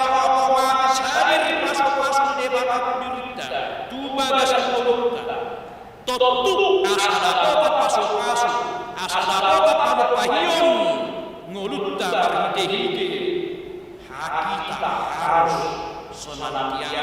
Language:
Batak Toba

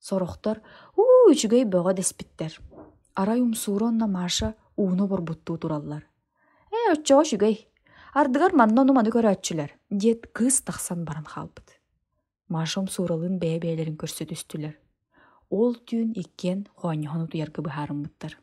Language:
Yakut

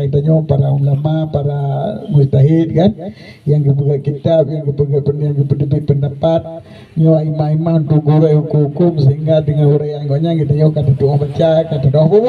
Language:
Achinese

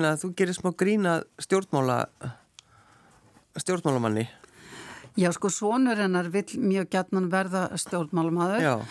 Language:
Icelandic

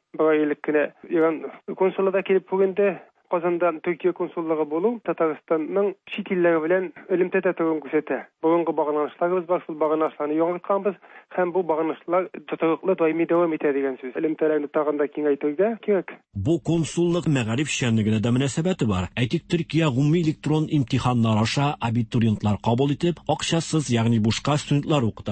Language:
Tatar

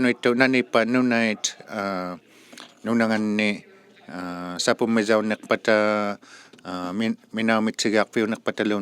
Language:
Inuktitut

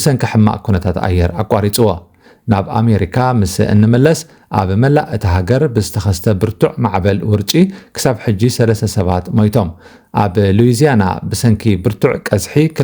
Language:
Tigrinya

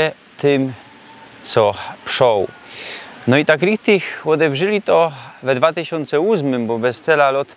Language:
Silesian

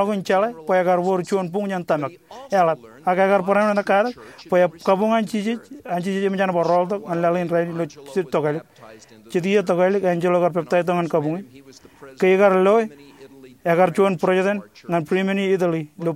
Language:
Marshallese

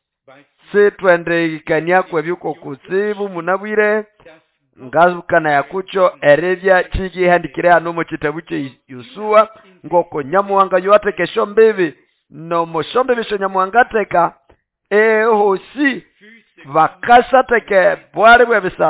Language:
Nande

